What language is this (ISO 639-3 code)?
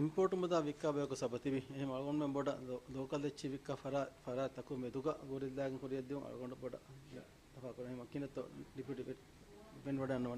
div